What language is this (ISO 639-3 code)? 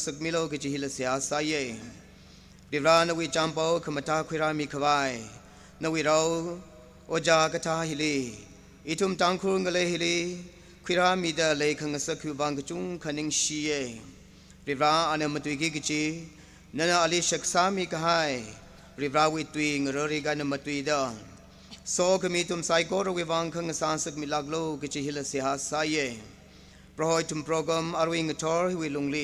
nmf